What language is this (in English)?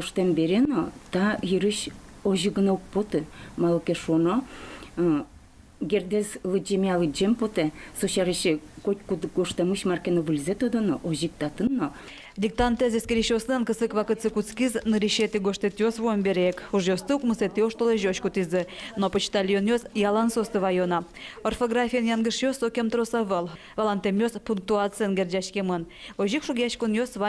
Udmurt